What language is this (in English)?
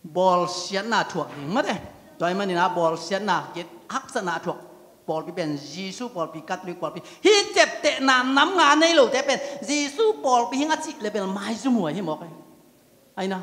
Tedim Chin